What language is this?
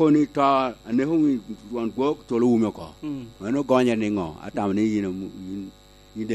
Lango (Uganda)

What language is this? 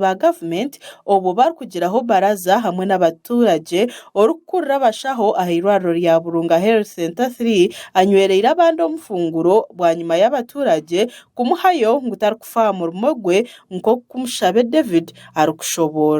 Nyankole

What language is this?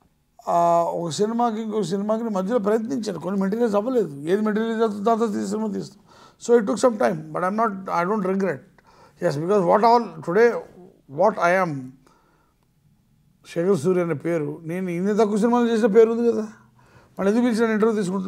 Telugu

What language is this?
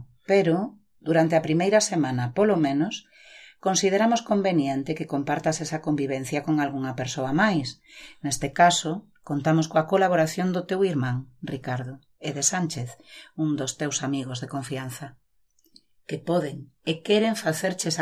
Galician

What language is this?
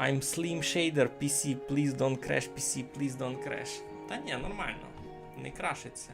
Rusyn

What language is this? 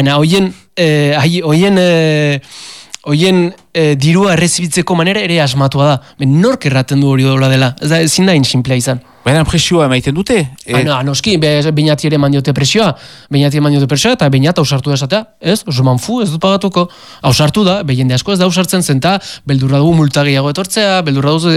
Basque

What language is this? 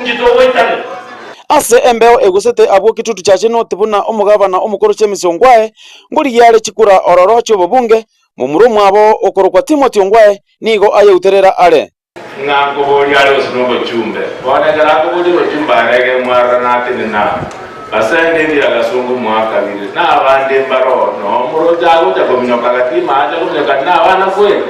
Gusii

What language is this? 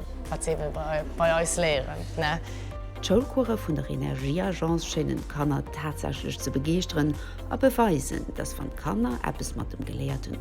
Luxembourgish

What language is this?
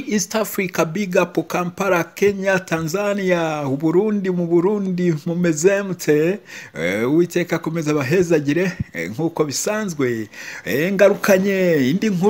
Kinyarwanda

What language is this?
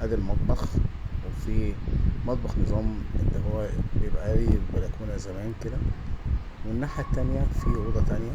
Egyptian Arabic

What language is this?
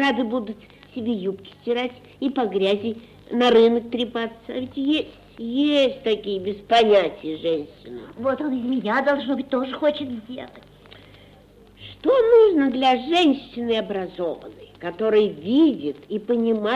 Russian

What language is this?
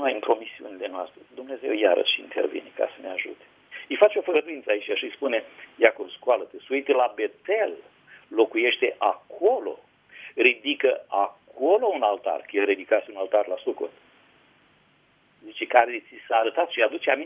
Romanian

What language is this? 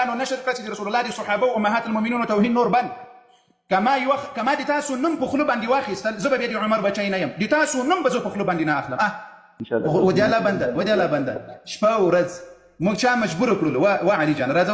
Pashto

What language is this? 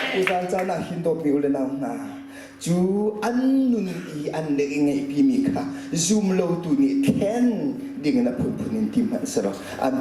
Hakha Chin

